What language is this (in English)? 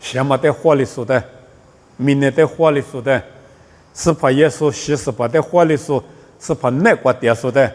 Lisu